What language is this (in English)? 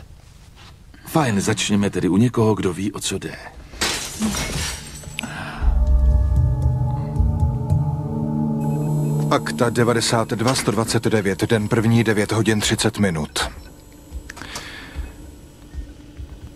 Czech